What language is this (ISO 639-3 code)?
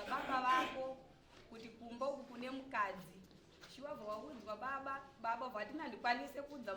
sna